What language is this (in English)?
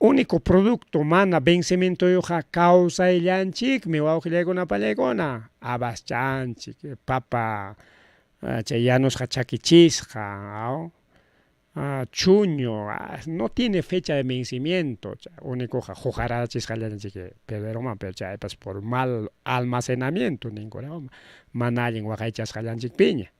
Ayacucho Quechua